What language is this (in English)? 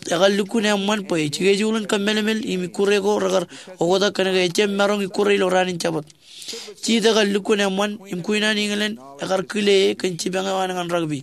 Marshallese